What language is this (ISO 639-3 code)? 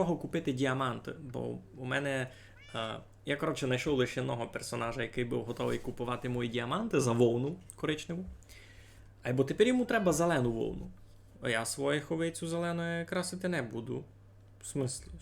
rue